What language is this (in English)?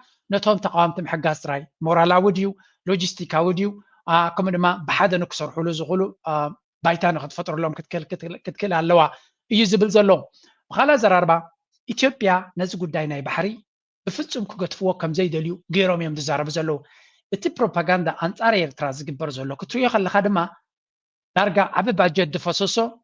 Tigrinya